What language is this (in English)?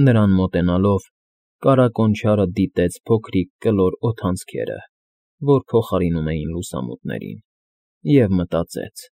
Armenian